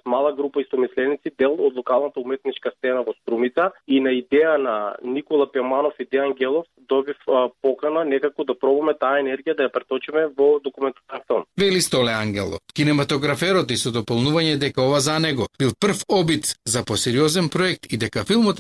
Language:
Macedonian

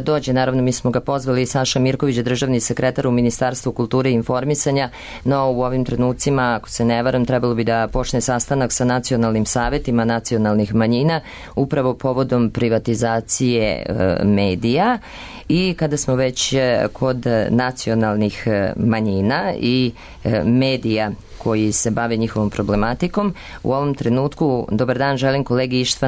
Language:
Serbian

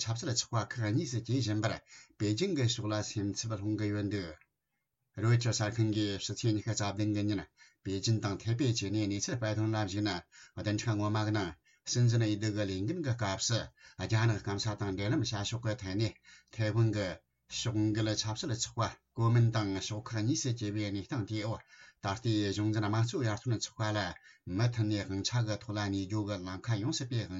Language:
Tibetan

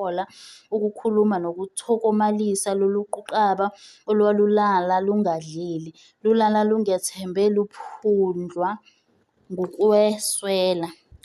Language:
Zulu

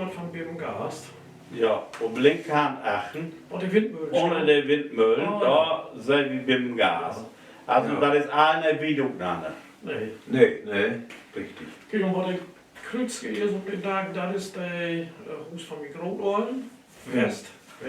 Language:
Low German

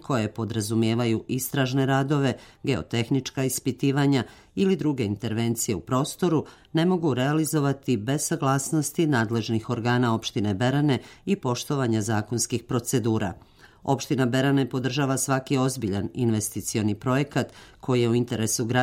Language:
Serbian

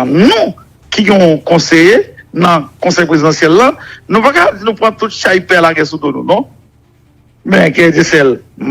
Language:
Haitian Creole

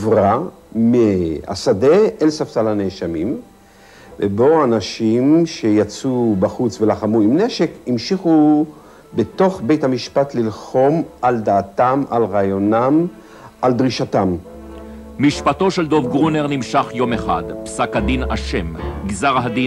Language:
Hebrew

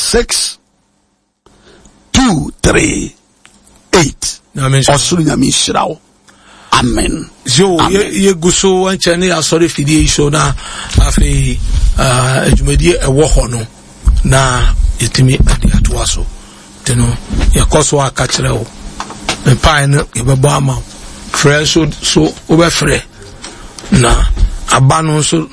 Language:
Akan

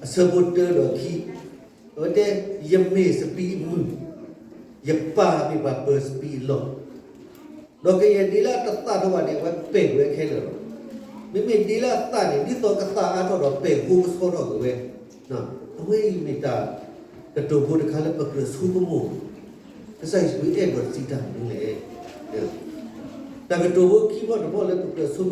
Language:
S'gaw Karen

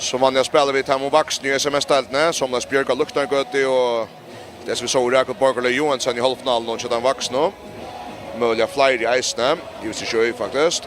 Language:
Faroese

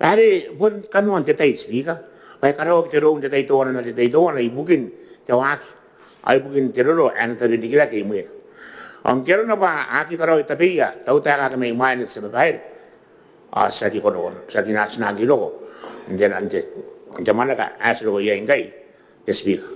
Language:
Gilbertese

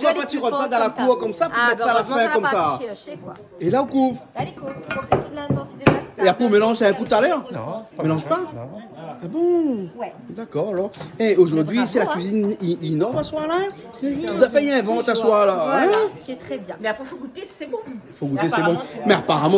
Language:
Réunion Creole French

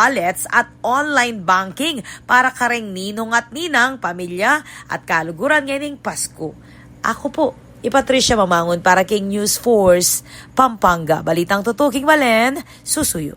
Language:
Pampanga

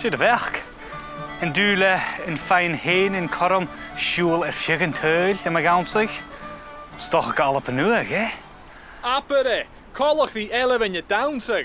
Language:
Scottish Gaelic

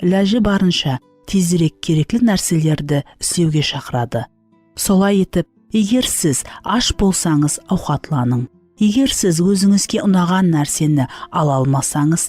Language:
Kara-Kalpak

